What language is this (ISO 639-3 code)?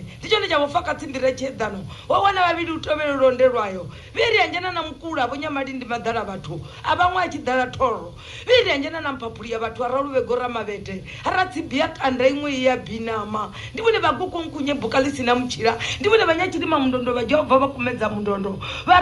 ven